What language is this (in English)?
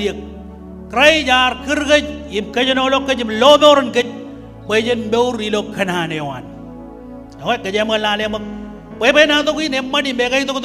Marshallese